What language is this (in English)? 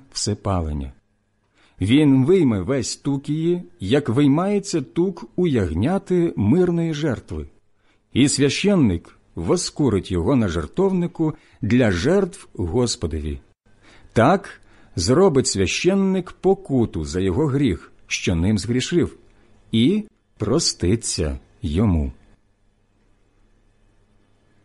Ukrainian